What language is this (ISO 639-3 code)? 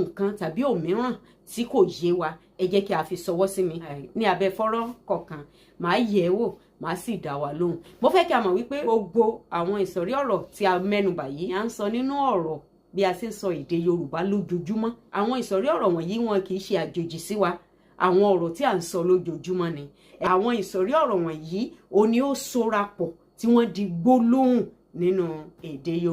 yor